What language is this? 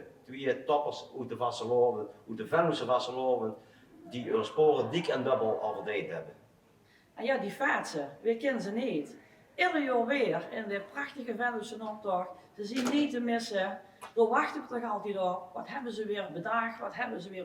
Limburgish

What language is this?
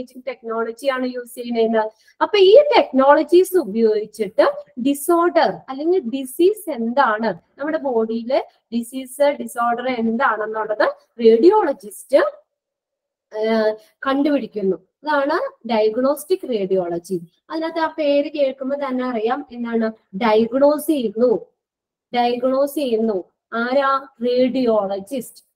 Malayalam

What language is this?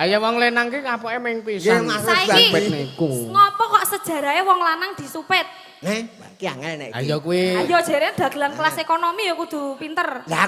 Javanese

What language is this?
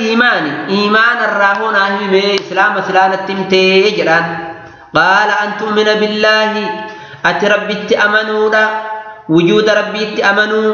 Oromo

